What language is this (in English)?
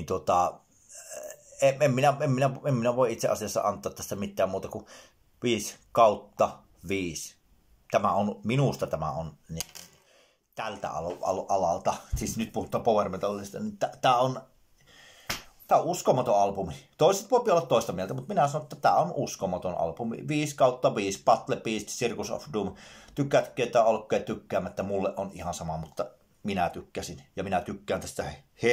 Finnish